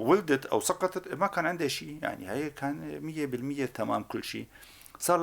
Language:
North Levantine Arabic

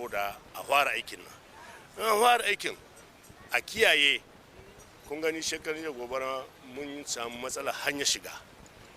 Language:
Hausa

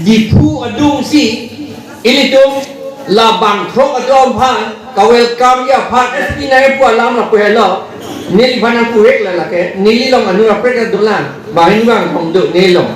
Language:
Karbi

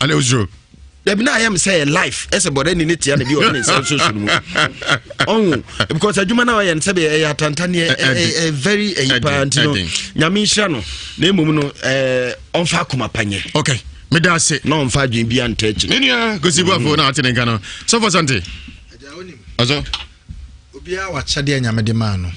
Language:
Akan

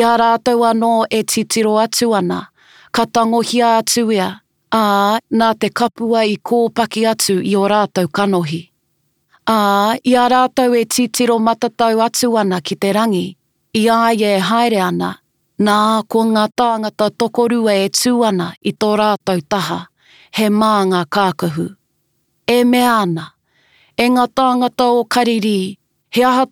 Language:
Māori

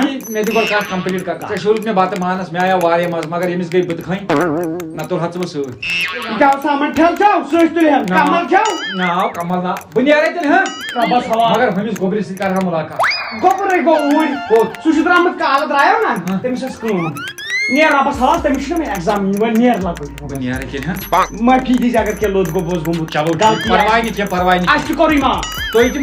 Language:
Kashmiri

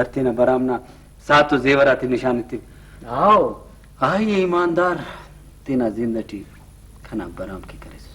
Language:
Brahui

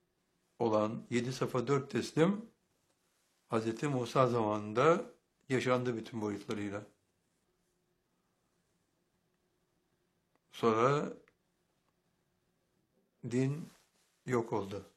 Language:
Turkish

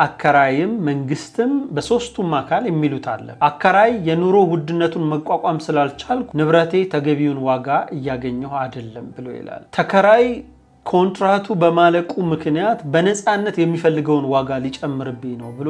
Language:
Amharic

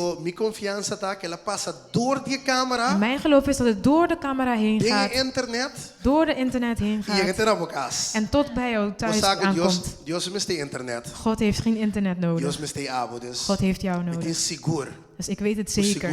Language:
Papiamento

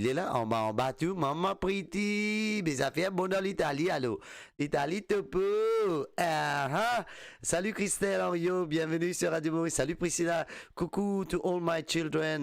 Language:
Morisyen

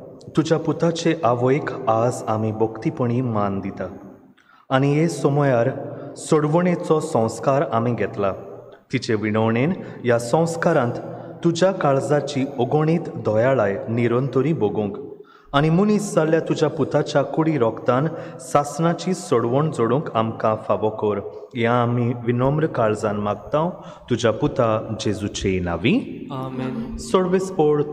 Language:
Konkani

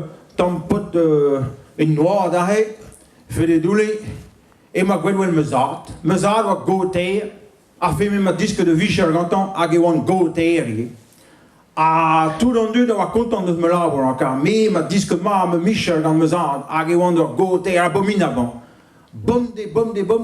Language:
Breton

